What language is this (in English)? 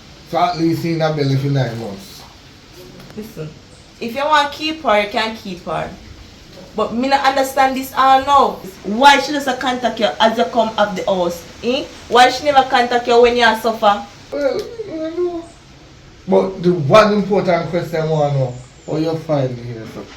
Jamaican Creole English